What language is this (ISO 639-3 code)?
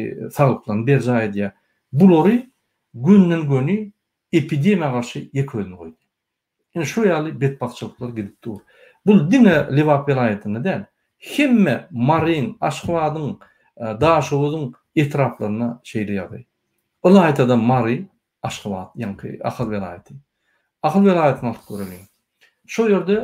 tuk